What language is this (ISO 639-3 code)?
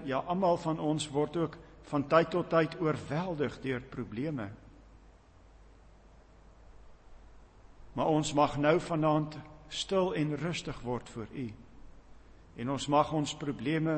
afr